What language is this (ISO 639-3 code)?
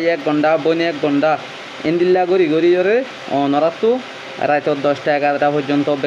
rhg